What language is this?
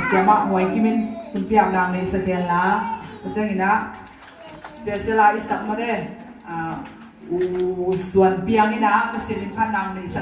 Tedim Chin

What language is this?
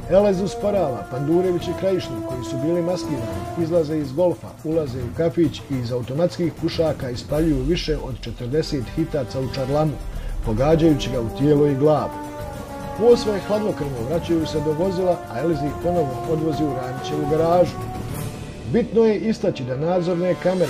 Bosnian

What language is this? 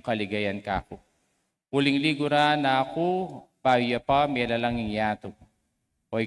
Pampanga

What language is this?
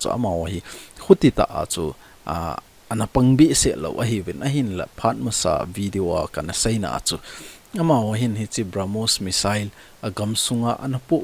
Thado Chin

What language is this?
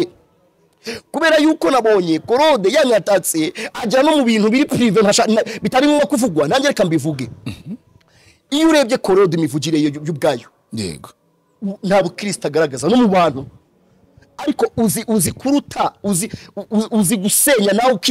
Kinyarwanda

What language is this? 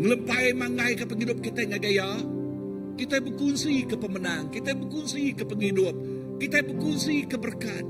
Iban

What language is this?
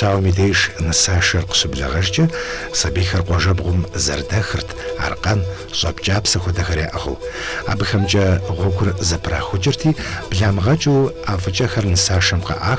Kabardian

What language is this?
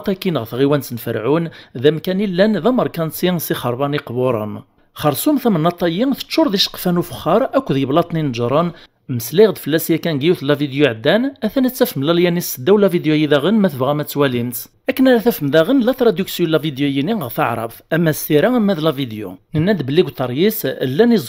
Kabyle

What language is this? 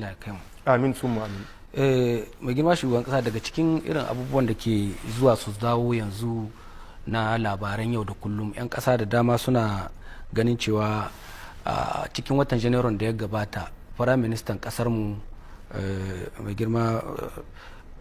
Hausa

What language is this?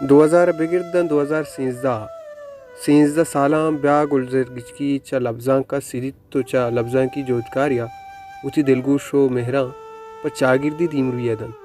Baluchi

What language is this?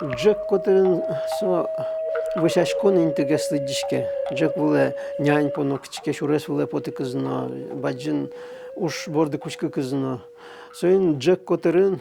Udmurt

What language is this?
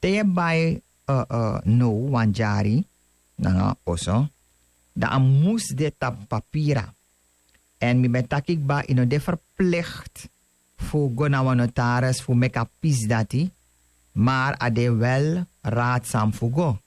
Sranan Tongo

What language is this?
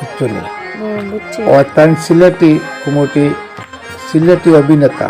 Sylheti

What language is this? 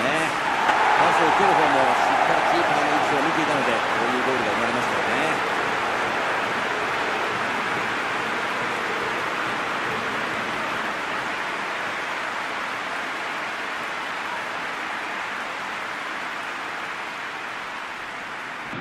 Japanese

